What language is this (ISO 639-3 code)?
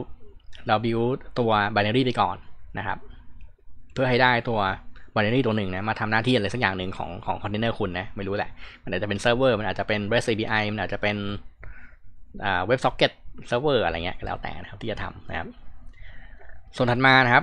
tha